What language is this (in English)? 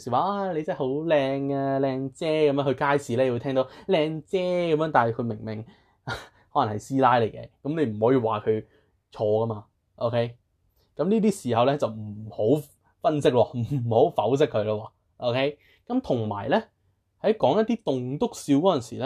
Cantonese